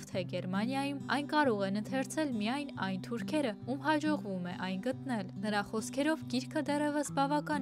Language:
Armenian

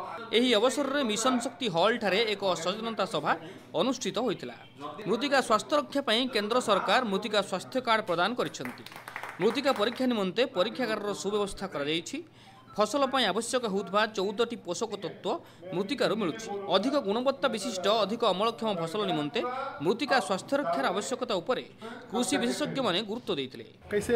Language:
Odia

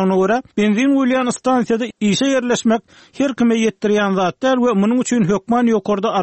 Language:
Turkmen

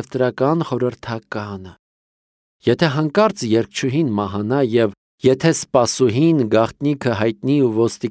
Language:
Armenian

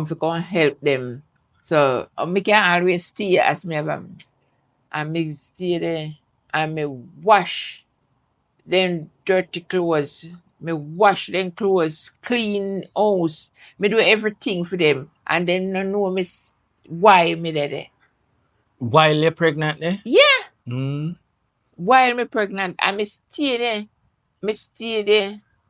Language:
Jamaican Creole English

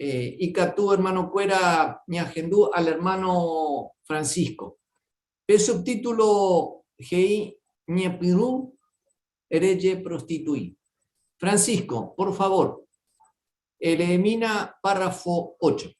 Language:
Guarani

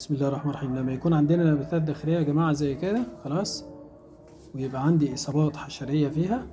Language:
Egyptian Arabic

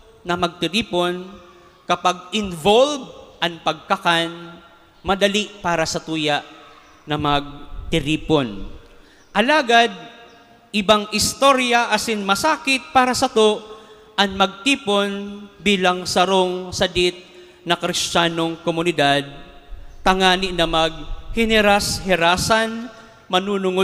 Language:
Bikol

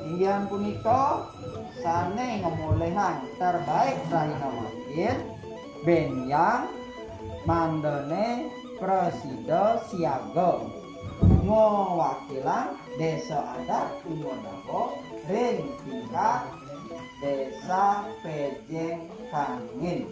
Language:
Balinese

